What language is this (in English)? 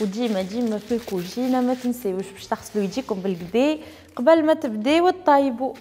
Tunisian Arabic